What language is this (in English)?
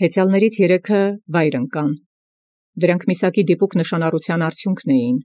Armenian